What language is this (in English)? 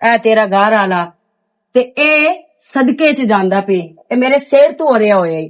Western Panjabi